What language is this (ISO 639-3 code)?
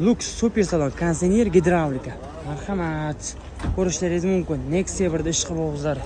uzb